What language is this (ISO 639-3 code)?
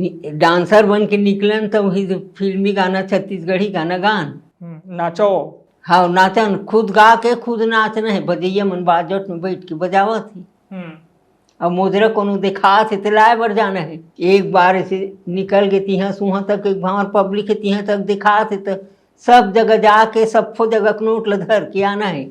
hne